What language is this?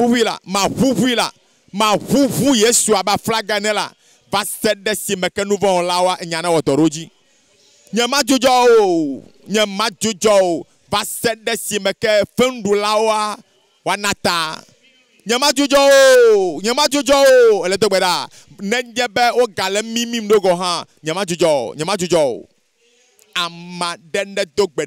Ewe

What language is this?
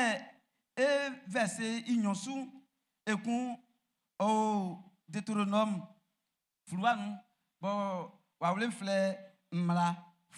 Baoulé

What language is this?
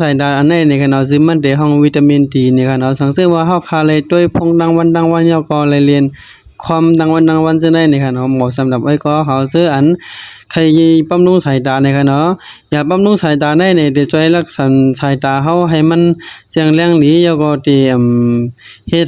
Shan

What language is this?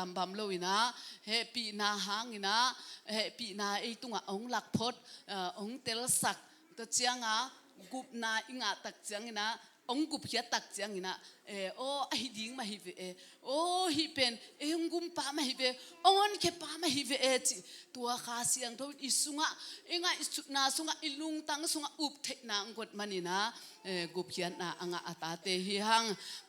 Tedim Chin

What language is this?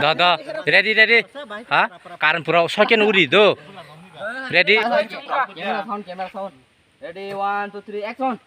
Kok Borok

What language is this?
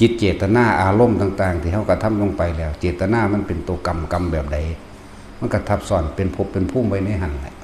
Northeastern Thai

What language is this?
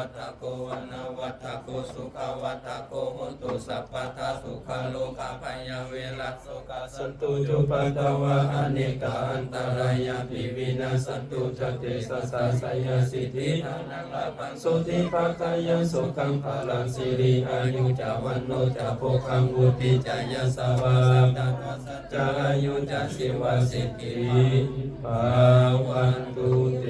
Pali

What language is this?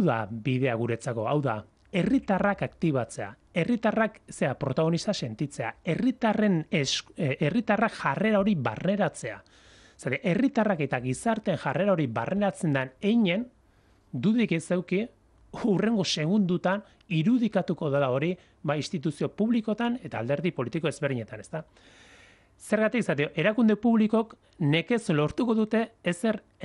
Basque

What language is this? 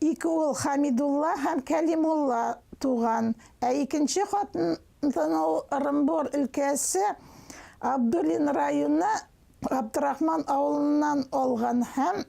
Bashkir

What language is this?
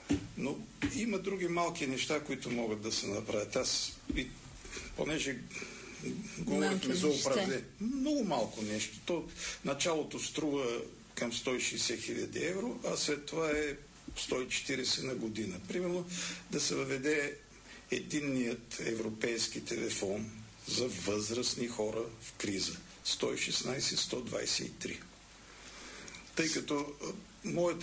Bulgarian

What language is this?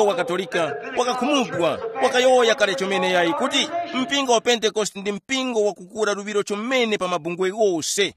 Tumbuka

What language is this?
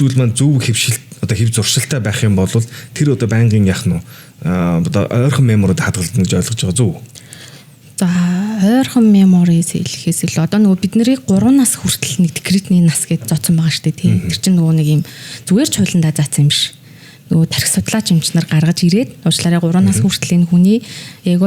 Mongolian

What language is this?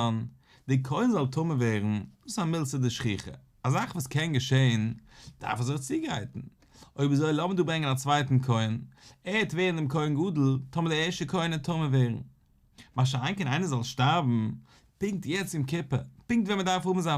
Yiddish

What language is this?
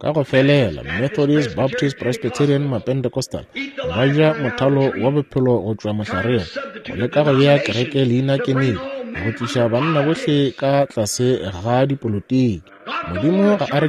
Northern Sotho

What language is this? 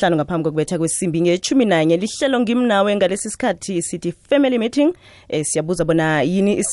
South Ndebele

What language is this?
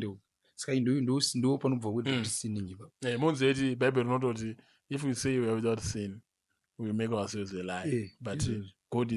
Shona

